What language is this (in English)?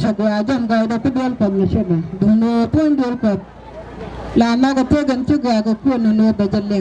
Nuer